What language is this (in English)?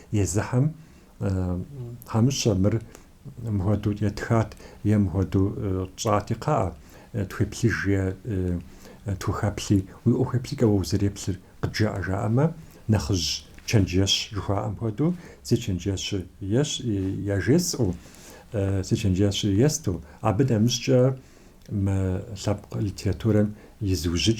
Kabardian